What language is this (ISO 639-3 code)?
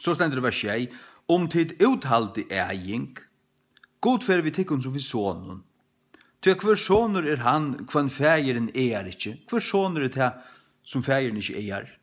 fao